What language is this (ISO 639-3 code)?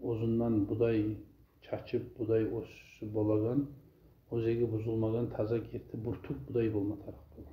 kum